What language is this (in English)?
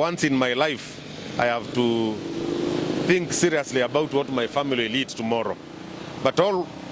Meru